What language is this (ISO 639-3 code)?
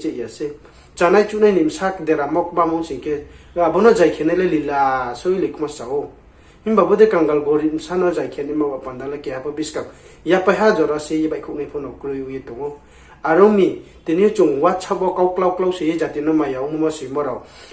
ria